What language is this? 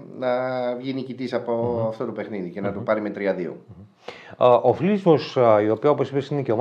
Greek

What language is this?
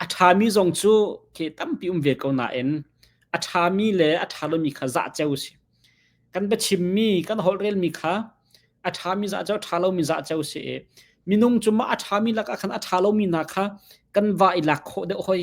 Hakha Chin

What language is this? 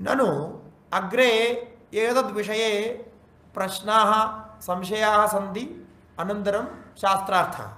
Sanskrit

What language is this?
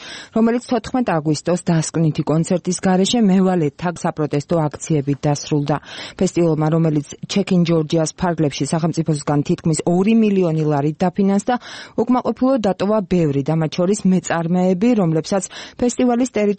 Georgian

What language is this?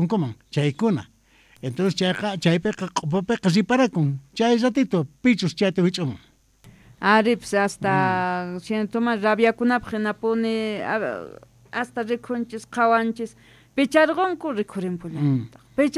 South Bolivian Quechua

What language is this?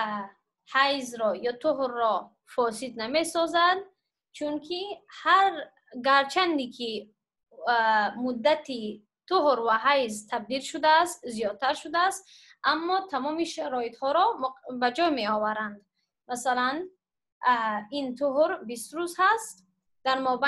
Tajik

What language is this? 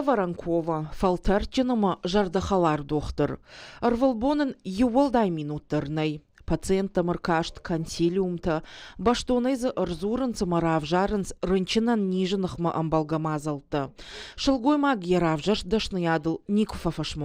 Ossetic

